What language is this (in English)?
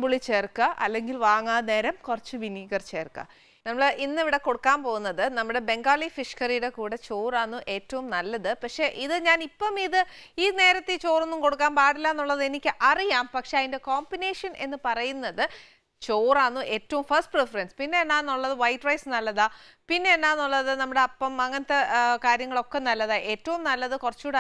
Malayalam